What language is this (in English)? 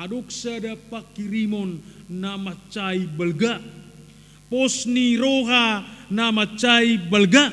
Batak Toba